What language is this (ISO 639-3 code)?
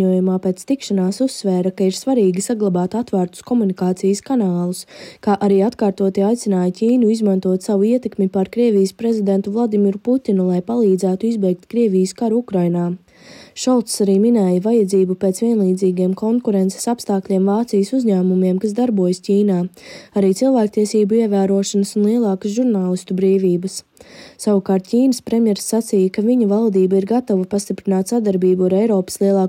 lav